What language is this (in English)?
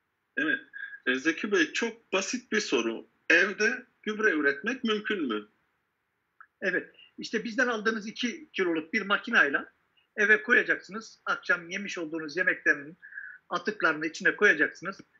Turkish